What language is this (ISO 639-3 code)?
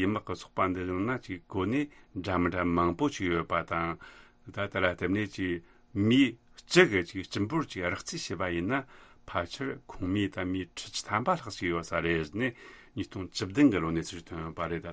bod